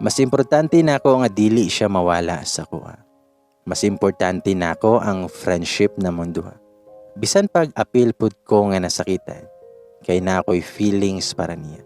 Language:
Cebuano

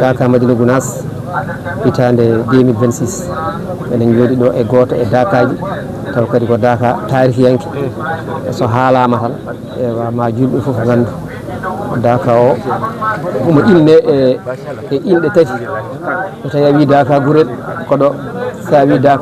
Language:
Fula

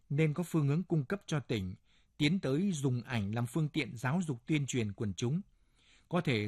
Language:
Vietnamese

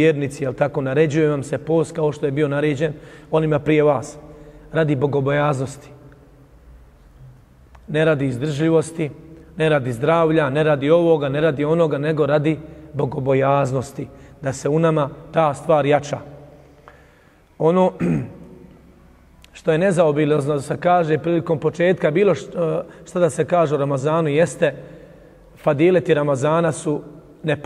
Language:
Bosnian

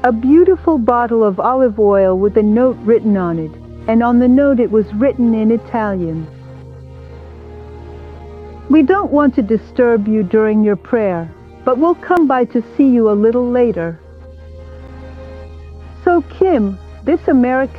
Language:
English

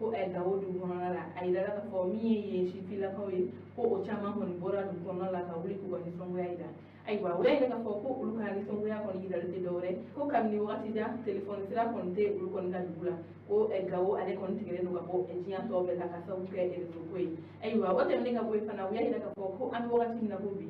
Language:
Bambara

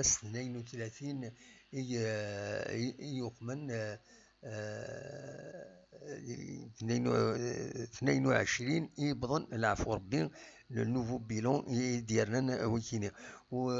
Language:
Kabyle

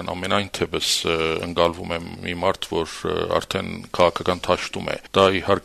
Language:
Armenian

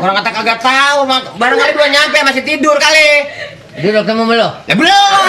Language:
Betawi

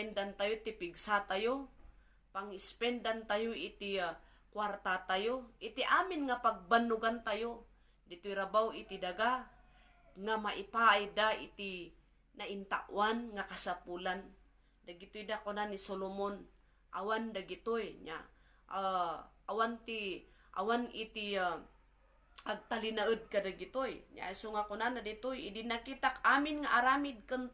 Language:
Iloko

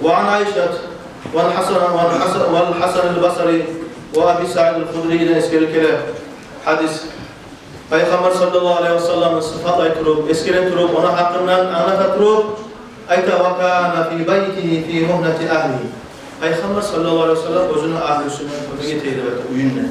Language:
Kumyk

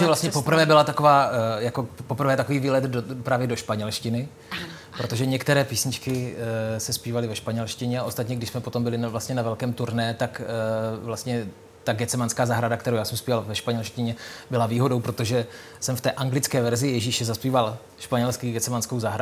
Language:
Czech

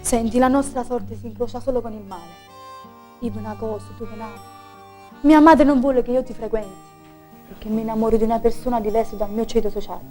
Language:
Neapolitan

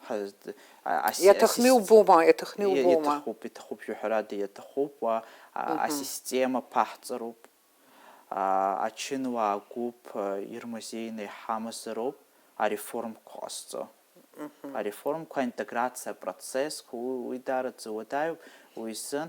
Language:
Abkhazian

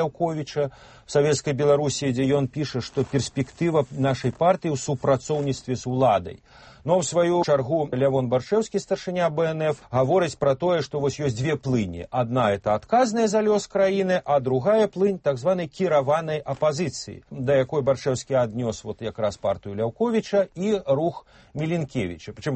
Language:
Belarusian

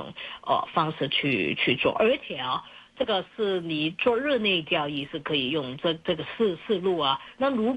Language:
Chinese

